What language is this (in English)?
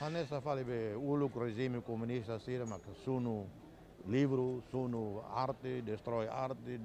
Tetum